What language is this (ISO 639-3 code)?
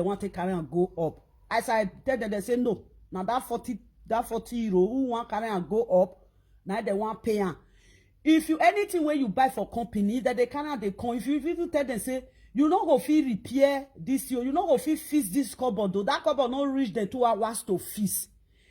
pcm